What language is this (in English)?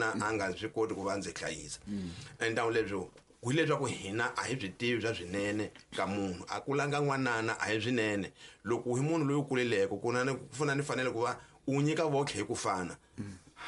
Tsonga